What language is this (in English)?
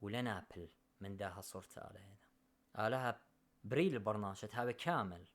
Assyrian Neo-Aramaic